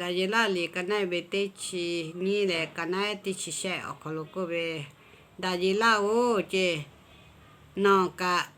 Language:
Lahu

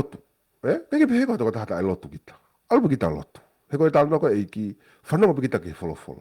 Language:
Tongan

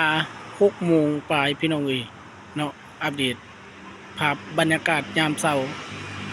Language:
Lao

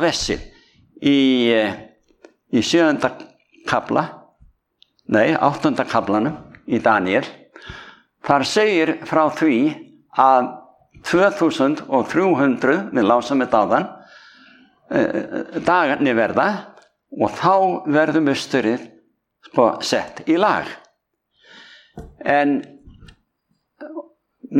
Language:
Icelandic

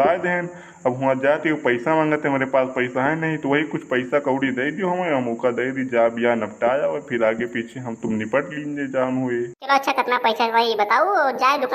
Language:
Awadhi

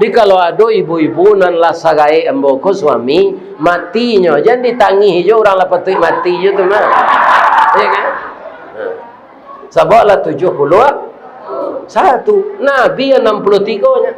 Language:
Minangkabau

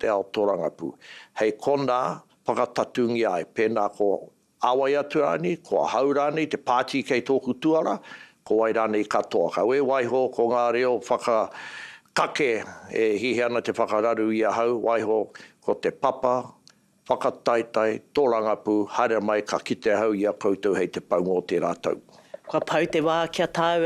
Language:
Māori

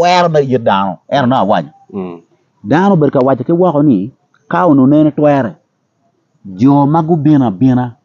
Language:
Acoli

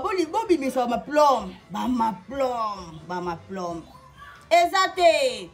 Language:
Lingala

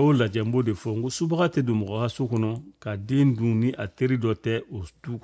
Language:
Bambara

